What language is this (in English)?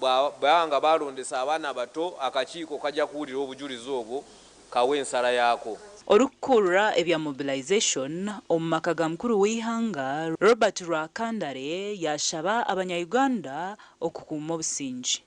Nyankole